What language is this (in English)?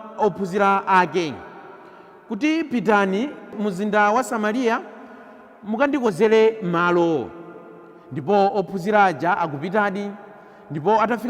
Nyanja